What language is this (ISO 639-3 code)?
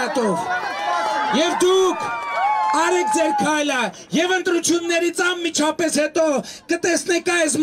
hye